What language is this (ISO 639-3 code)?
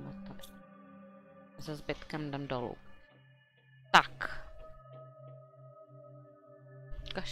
ces